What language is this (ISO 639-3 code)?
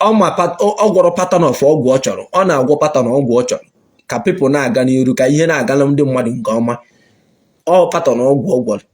ibo